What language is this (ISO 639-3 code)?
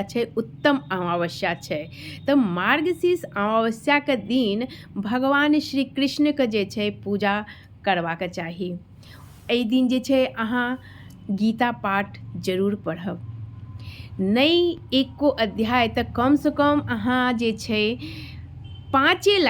mai